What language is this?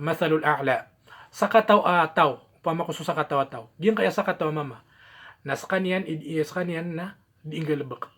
Maranao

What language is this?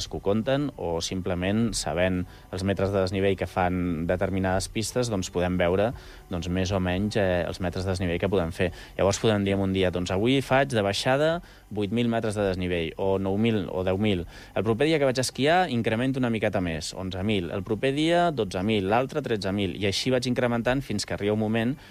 Catalan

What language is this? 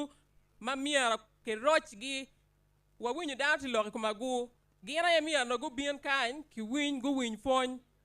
Acoli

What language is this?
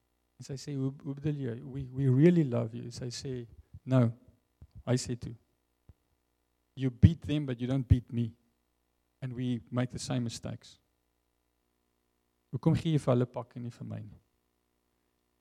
Afrikaans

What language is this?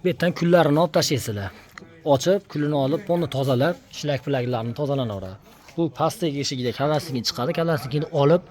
Uzbek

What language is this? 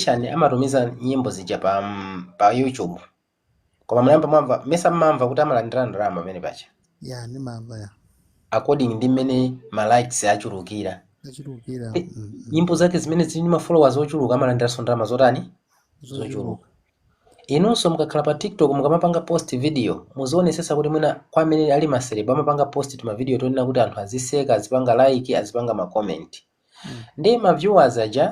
Nyanja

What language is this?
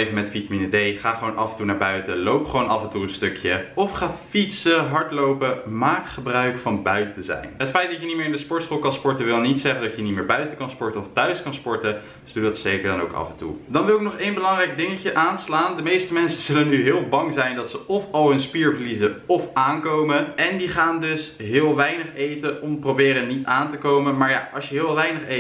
Dutch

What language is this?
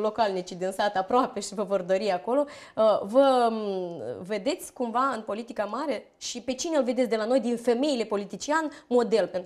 Romanian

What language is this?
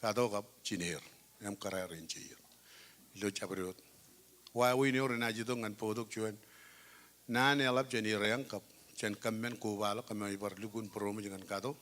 Marshallese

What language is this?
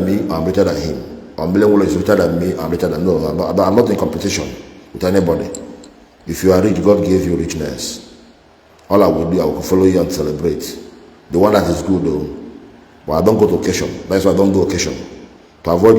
Igbo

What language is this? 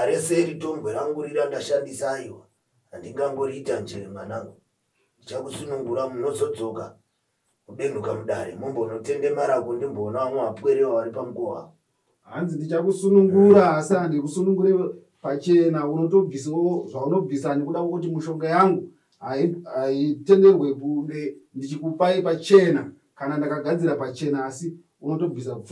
Shona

